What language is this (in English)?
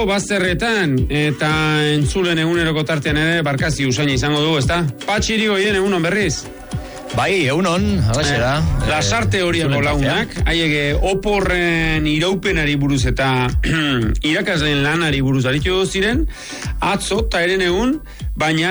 Basque